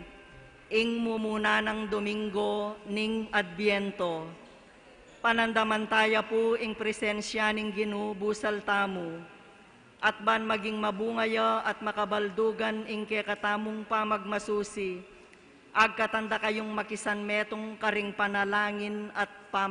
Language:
Pampanga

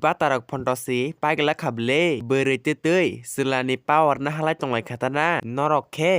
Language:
Kok Borok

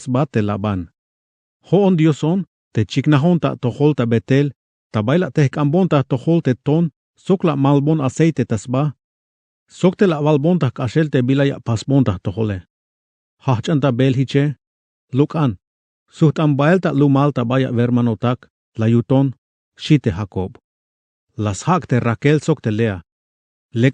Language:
Tzeltal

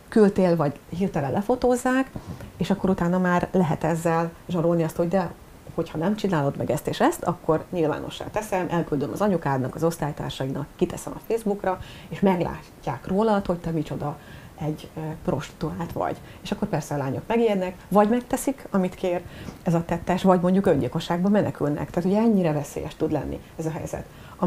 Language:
Hungarian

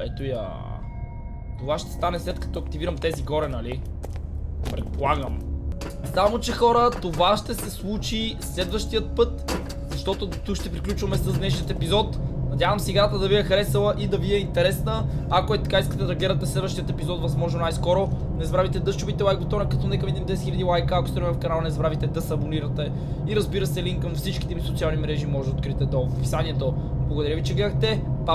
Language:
Bulgarian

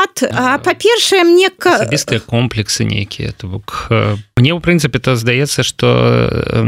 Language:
Belarusian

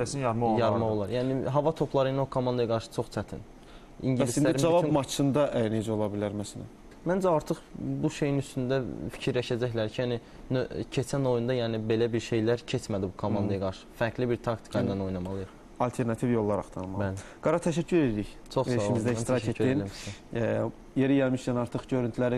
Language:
Azerbaijani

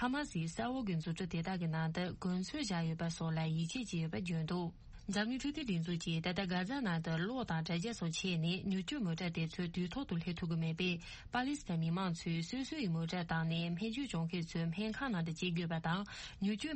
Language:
Tibetan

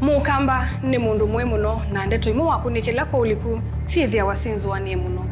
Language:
Kamba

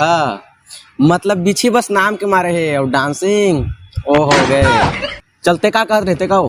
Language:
Chhattisgarhi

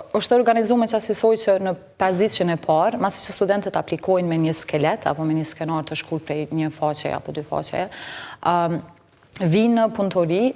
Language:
Albanian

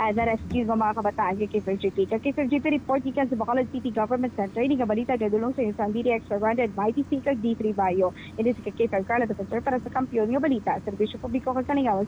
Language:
Hiligaynon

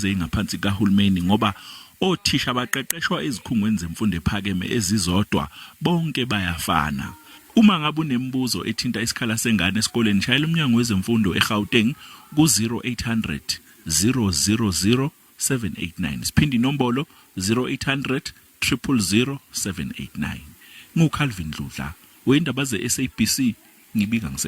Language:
Zulu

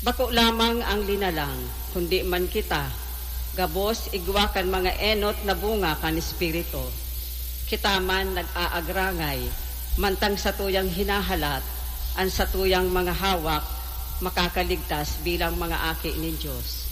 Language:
Bikol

